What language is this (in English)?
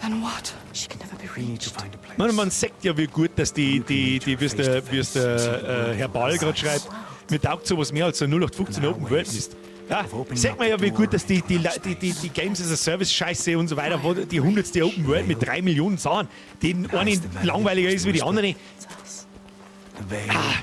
Bavarian